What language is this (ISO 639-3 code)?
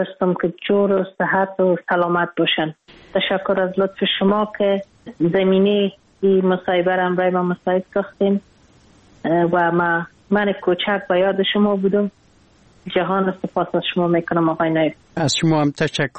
fas